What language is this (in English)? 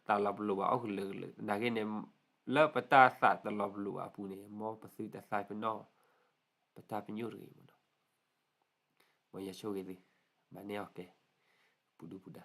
S'gaw Karen